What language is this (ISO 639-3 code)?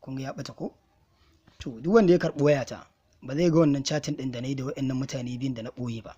hau